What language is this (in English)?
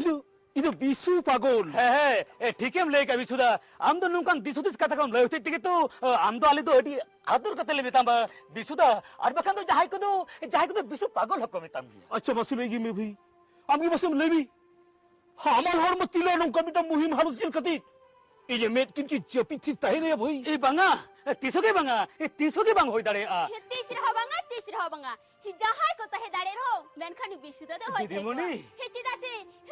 Santali